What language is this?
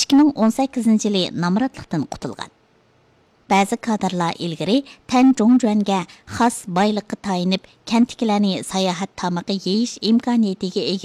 Uyghur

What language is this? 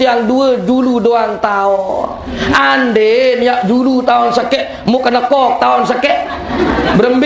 Sasak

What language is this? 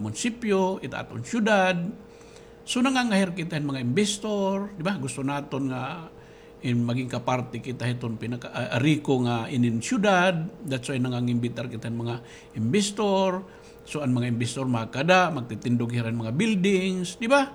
Waray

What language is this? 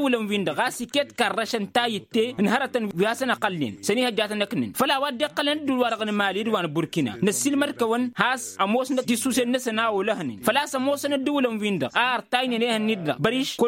Tamasheq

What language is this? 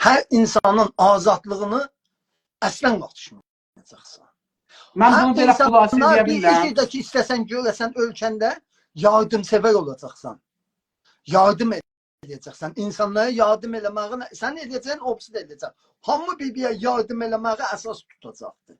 South Azerbaijani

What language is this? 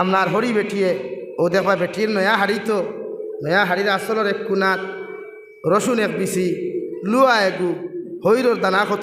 Sylheti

